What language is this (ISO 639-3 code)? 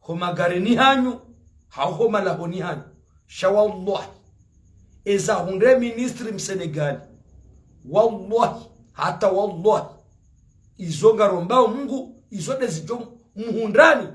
zdj